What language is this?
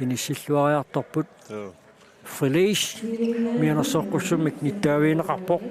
Kalaallisut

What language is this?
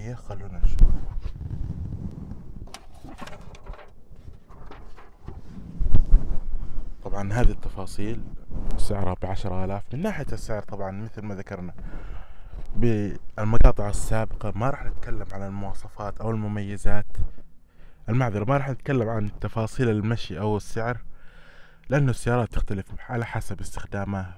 Arabic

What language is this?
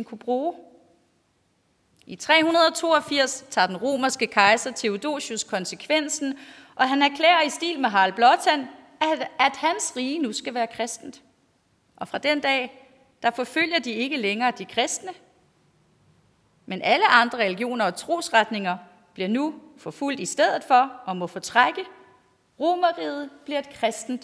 Danish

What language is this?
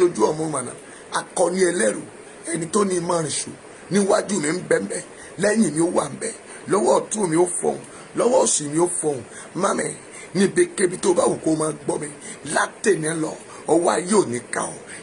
Yoruba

